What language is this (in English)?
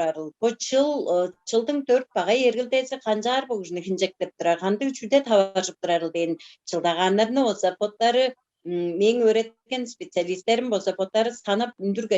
Tuvinian